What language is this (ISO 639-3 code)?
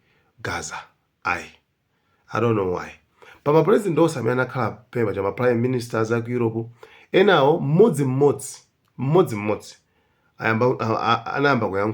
nya